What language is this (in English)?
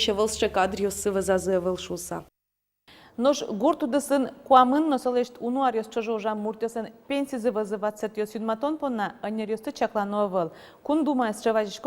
Udmurt